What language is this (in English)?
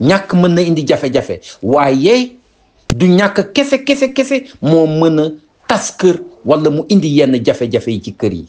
Wolof